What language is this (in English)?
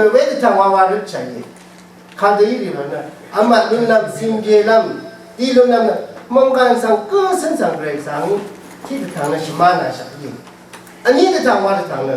Rawang